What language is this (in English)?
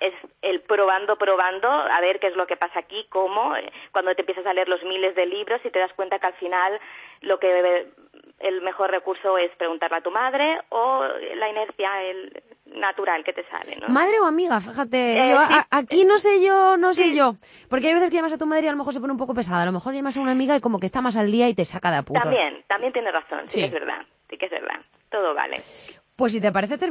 Spanish